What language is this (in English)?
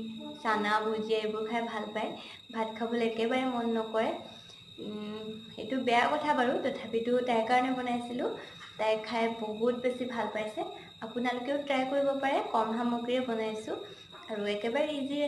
Assamese